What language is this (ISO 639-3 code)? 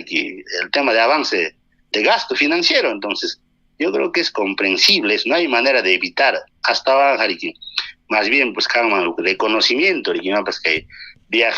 quy